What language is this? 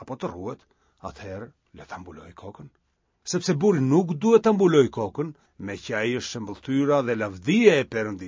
Albanian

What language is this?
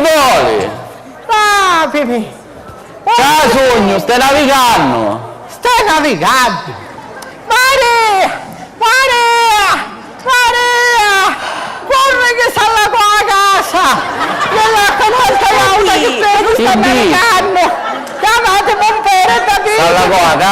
Sicilian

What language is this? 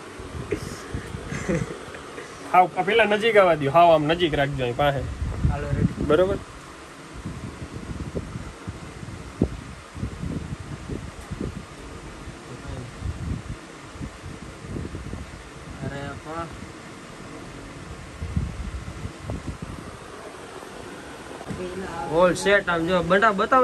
Gujarati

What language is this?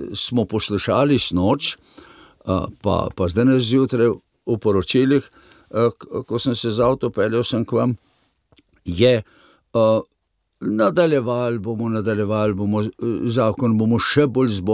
Slovenian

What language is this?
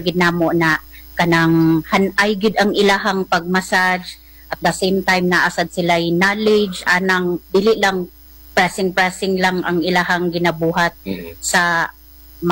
Cebuano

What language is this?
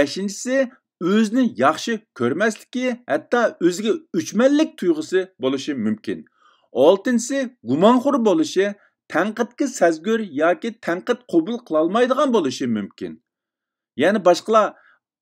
Uyghur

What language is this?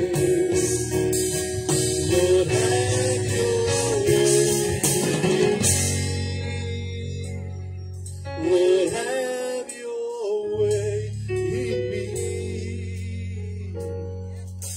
Afrikaans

